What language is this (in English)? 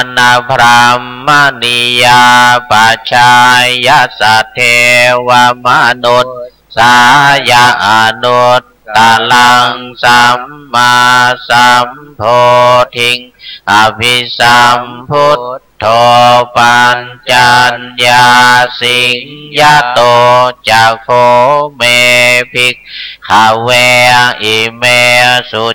Pali